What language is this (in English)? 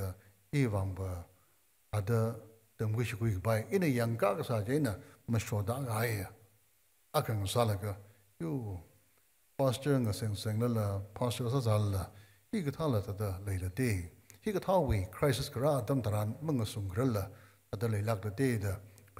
Tangkhul Naga (India)